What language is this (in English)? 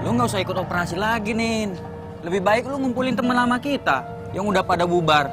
Betawi